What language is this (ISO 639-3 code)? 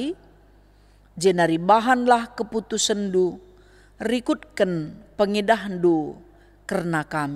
btx